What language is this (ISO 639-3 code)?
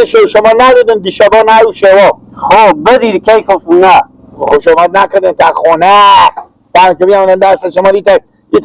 haz